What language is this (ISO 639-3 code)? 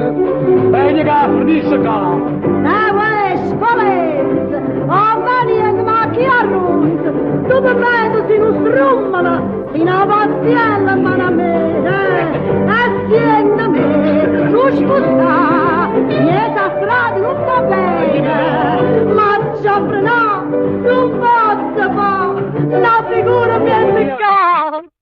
nap